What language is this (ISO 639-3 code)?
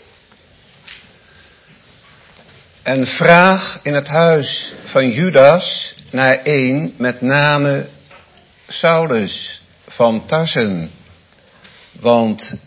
nld